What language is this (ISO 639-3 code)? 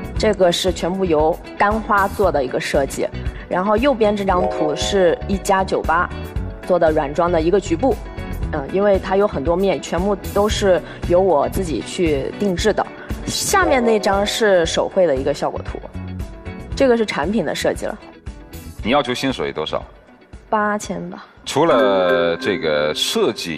zho